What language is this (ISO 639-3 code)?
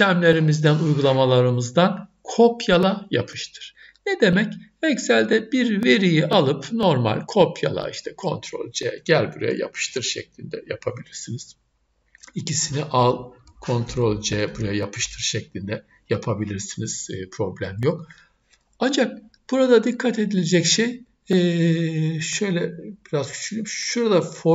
tur